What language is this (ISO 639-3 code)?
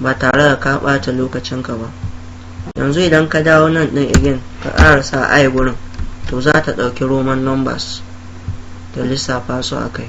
hau